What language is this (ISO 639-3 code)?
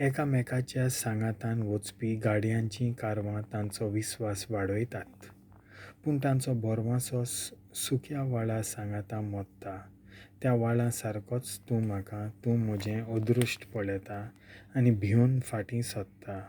kok